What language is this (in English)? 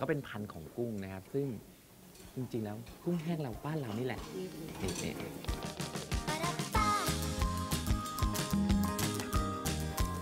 Thai